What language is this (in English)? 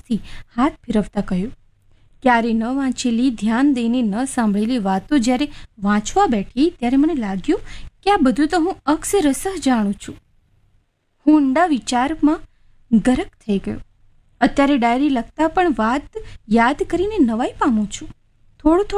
Gujarati